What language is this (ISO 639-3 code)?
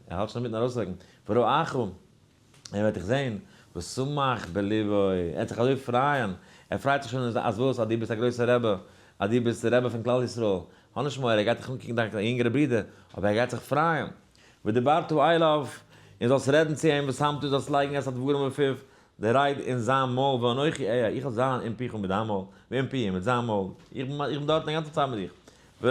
yid